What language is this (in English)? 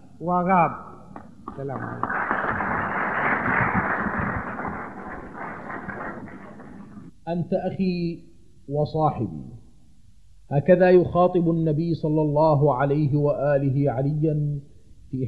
Arabic